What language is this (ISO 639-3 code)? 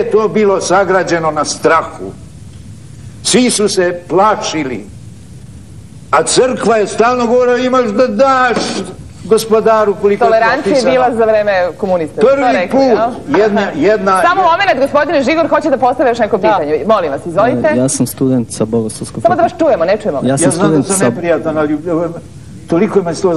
srp